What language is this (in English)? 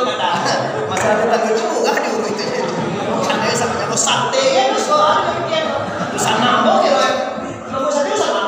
Minangkabau